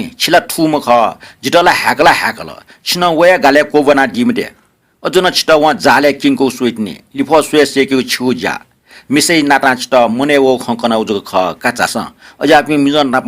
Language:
Newari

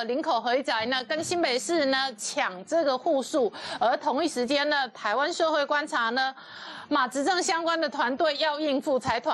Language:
Chinese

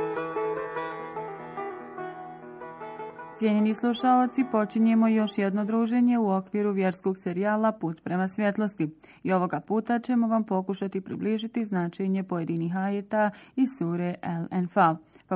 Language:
Bosnian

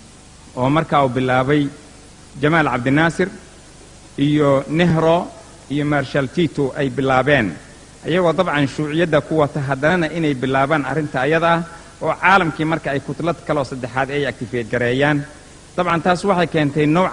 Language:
Somali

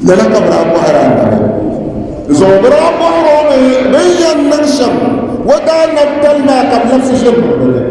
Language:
Dagbani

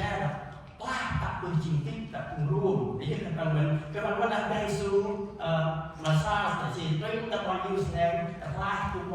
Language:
Central Mnong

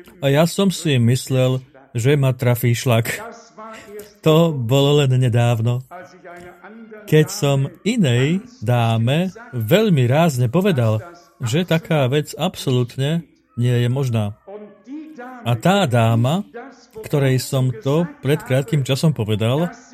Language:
Slovak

